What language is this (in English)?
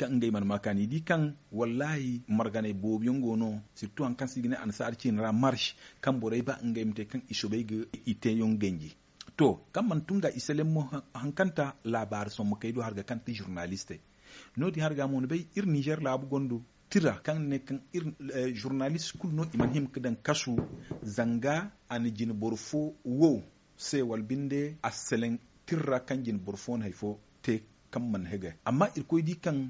Zarma